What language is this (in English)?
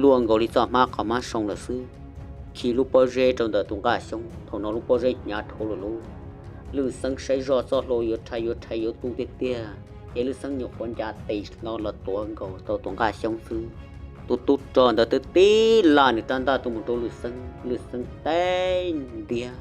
Hmong